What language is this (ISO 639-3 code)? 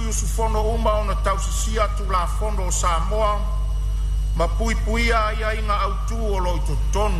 smo